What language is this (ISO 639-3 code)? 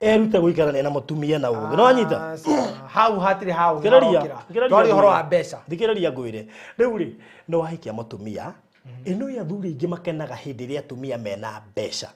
kik